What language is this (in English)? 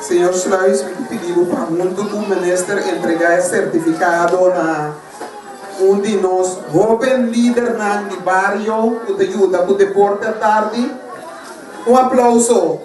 Papiamento